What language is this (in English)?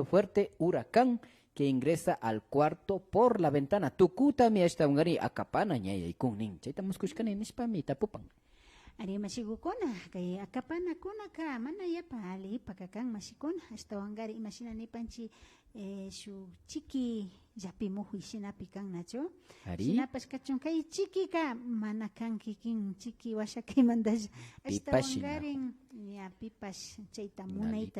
Imbabura Highland Quichua